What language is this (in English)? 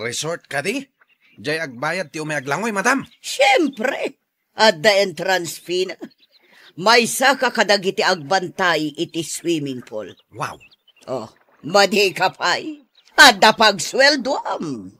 Iloko